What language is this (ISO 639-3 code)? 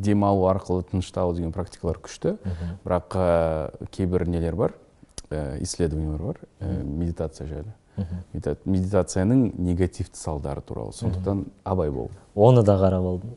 kaz